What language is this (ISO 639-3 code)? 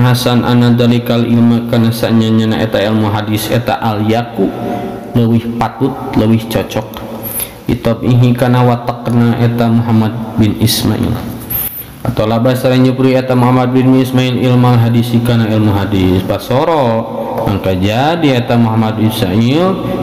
sun